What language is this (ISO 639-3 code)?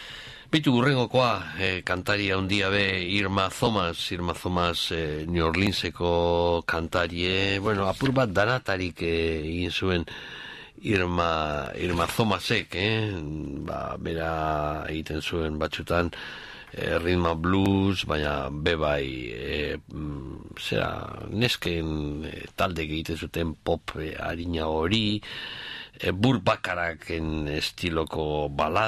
eus